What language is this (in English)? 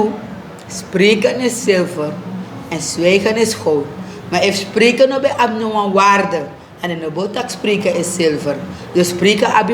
Sranan Tongo